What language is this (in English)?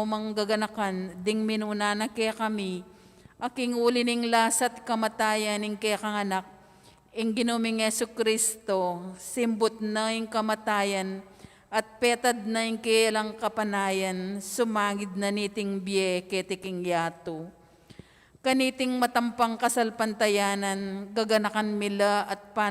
Pampanga